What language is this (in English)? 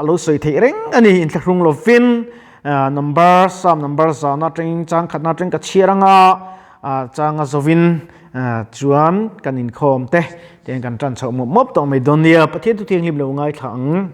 Mizo